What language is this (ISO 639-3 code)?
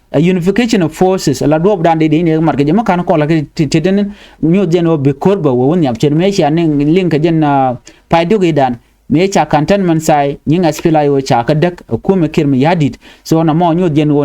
nus